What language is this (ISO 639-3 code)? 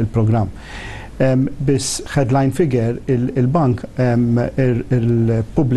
mlt